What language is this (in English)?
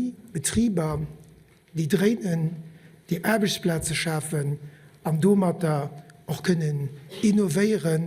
Luxembourgish